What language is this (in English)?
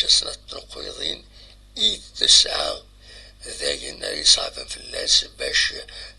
Kabyle